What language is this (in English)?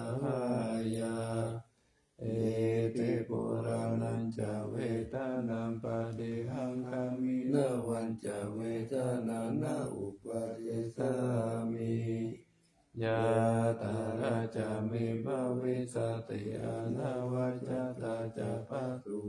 Pali